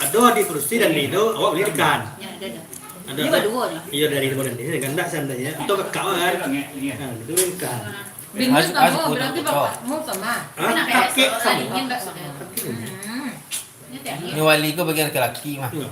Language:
Minangkabau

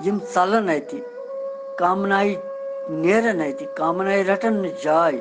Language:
Kashmiri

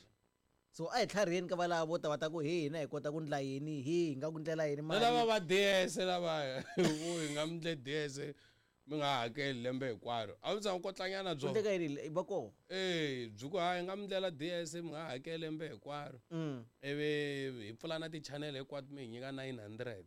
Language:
Tsonga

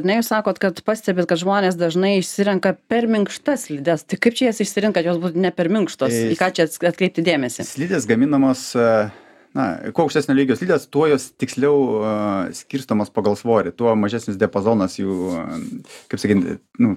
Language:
Lithuanian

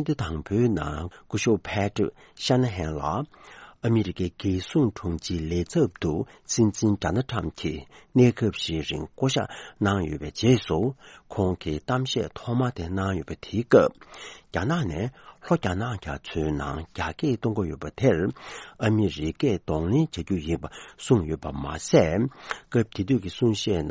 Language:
Tibetan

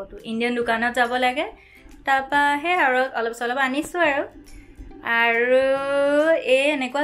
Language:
Assamese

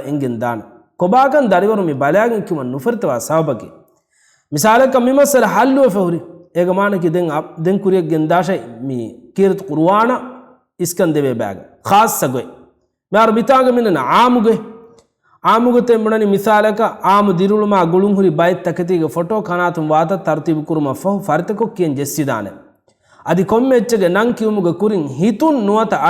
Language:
Divehi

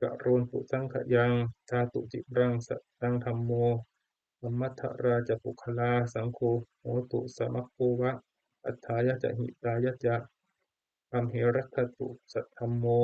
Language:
Pali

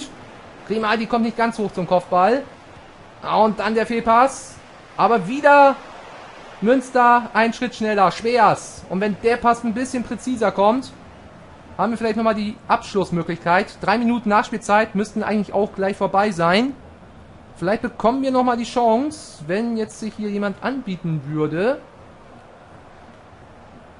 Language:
German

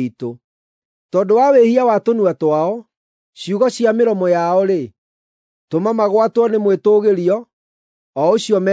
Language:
Kikuyu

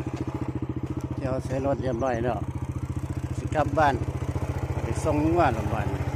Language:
Lao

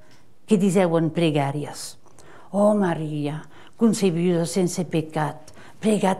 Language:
Occitan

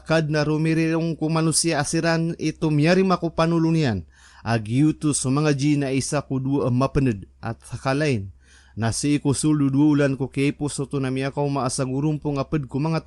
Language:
Maranao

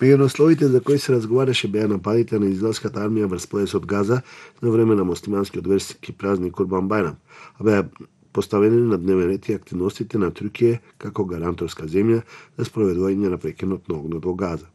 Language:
Macedonian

